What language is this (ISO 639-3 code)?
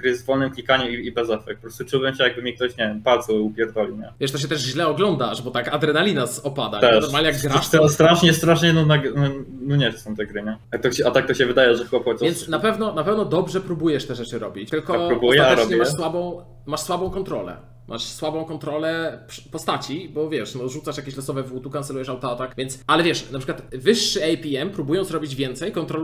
pol